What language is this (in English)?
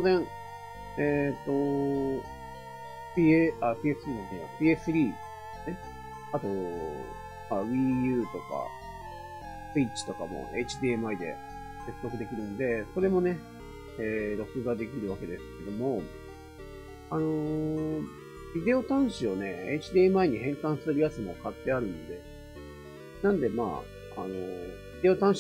Japanese